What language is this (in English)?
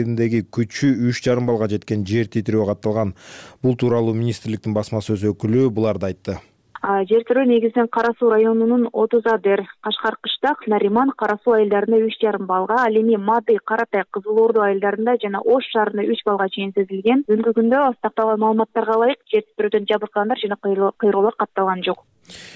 Kyrgyz